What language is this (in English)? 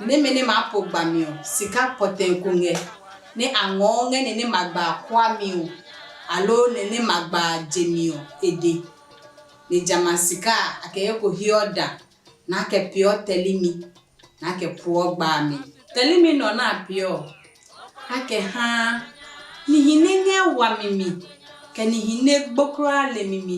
Adangme